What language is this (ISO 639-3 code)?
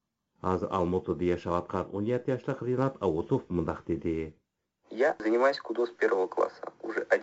uig